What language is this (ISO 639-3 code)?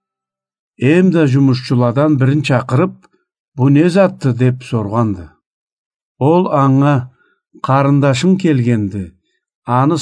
krc